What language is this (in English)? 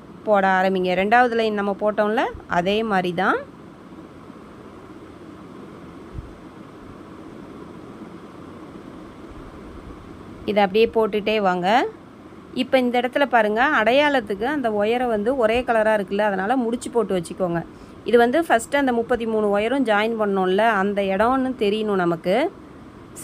Tamil